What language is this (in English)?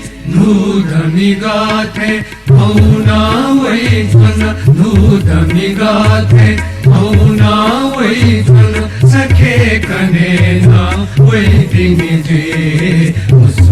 Newari